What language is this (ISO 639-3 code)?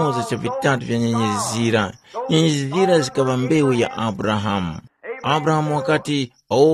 tum